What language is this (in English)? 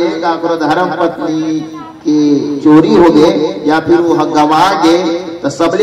Chhattisgarhi